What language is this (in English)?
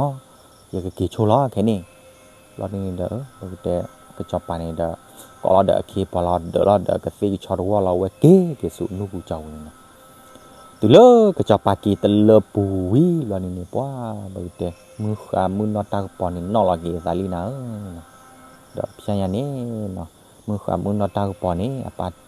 S'gaw Karen